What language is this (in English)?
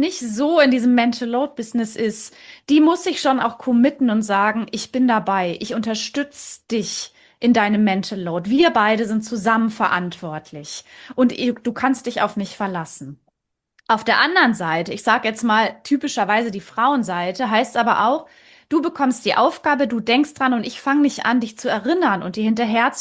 German